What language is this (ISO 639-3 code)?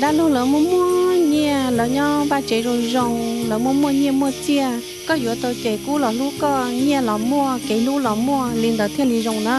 hmn